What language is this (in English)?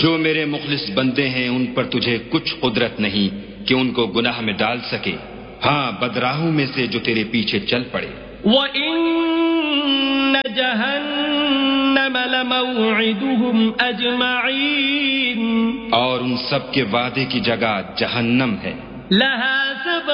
Urdu